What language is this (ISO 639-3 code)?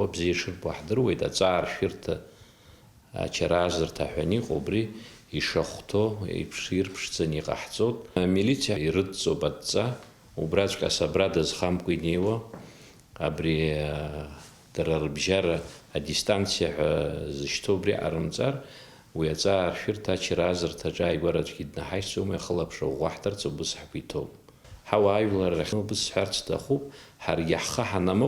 abk